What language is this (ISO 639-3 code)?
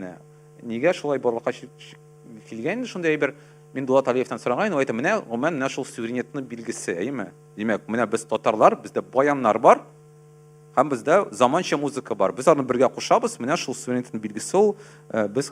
tat